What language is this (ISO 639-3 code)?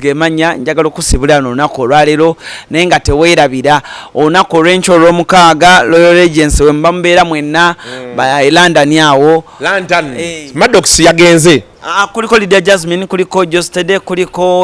lug